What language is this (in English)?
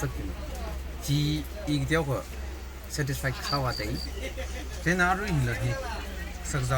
Tangkhul Naga (India)